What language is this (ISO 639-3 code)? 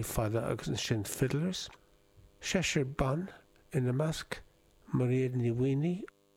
gle